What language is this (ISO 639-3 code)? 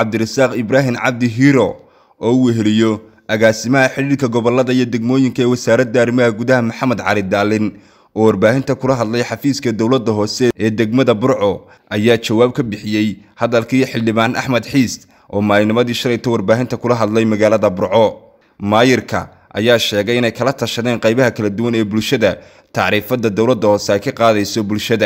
som